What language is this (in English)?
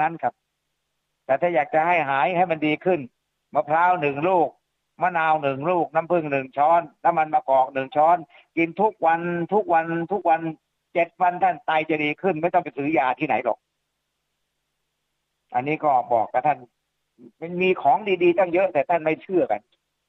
Thai